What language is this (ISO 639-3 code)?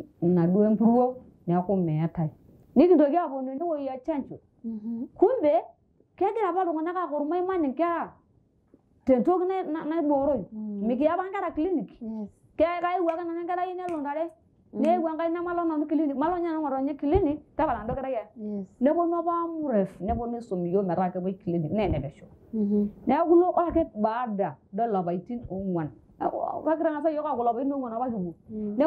mas